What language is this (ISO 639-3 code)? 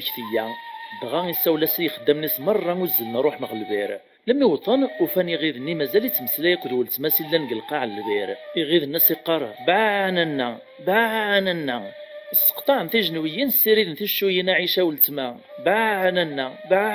kab